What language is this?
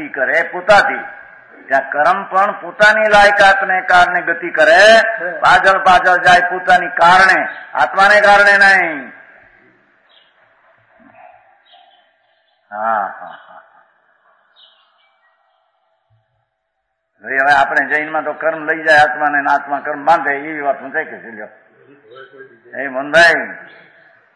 Gujarati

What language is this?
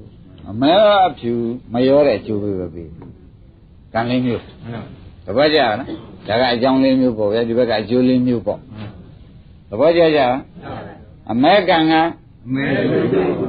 Burmese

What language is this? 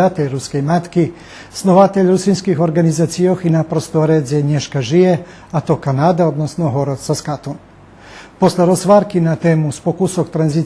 Rusyn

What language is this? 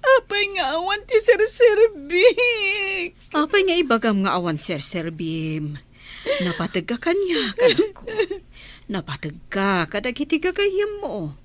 Iloko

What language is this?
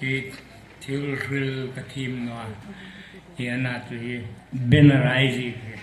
Hmar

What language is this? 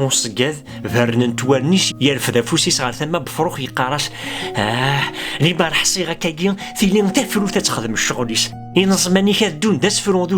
Kabyle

